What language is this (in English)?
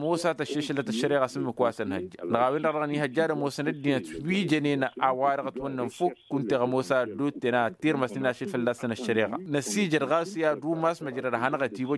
Tamasheq